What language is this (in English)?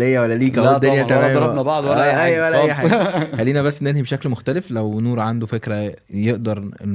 Egyptian Arabic